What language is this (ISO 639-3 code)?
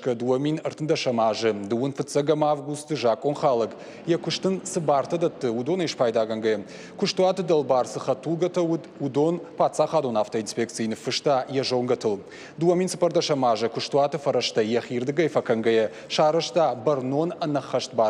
oss